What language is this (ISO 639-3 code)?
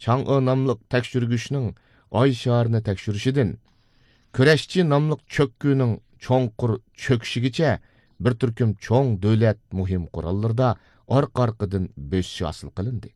uig